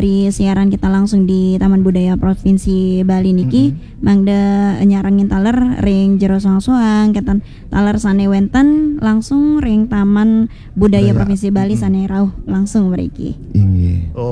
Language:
Balinese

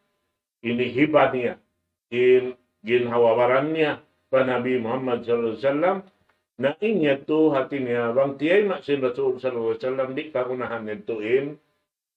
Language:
Tausug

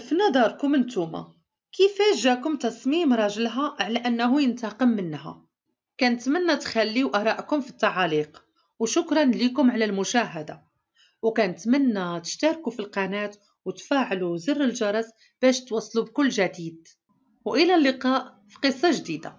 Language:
Moroccan Arabic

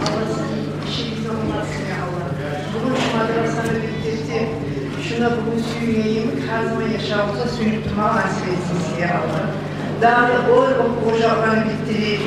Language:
Kumyk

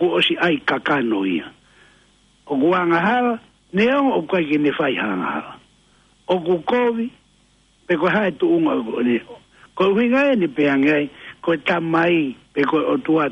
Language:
Tongan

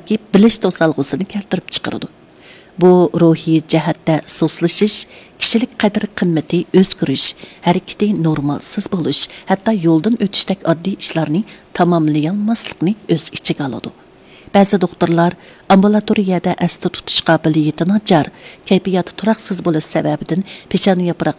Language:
Uyghur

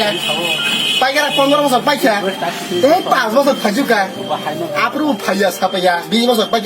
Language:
Kok Borok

